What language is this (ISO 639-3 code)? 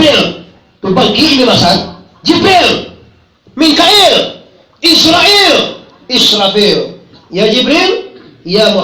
min